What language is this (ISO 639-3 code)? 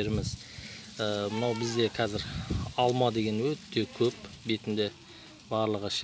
kaz